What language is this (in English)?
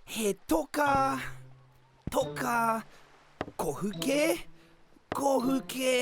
Māori